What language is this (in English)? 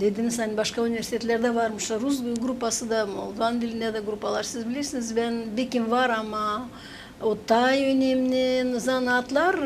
Gagauz